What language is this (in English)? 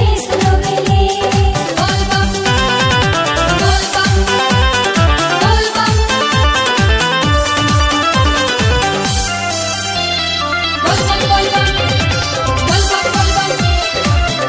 Bhojpuri